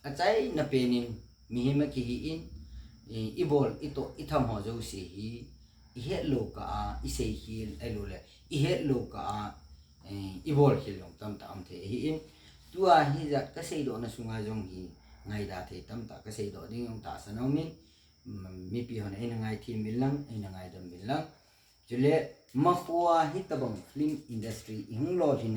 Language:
Thado Chin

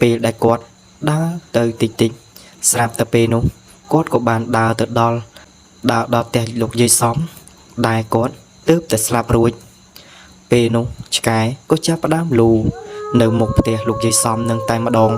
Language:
Khmer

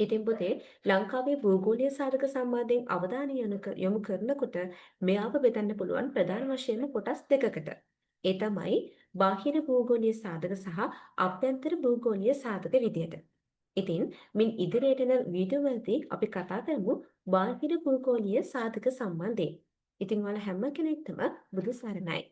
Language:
Sinhala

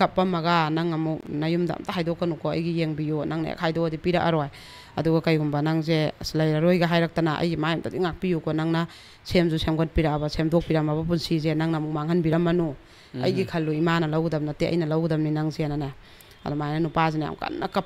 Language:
Manipuri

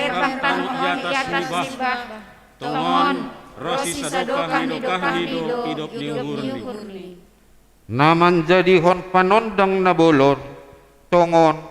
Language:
Batak Simalungun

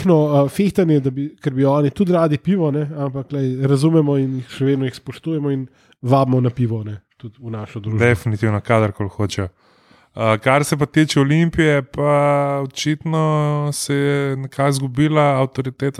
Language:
Slovenian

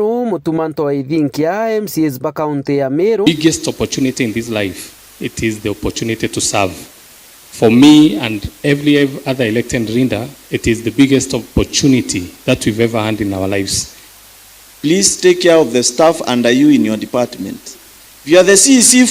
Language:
Meru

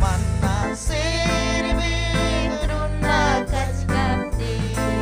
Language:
Ayacucho Quechua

